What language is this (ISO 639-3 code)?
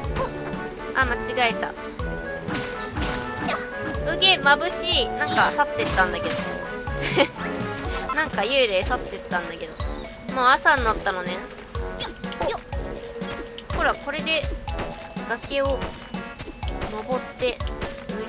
jpn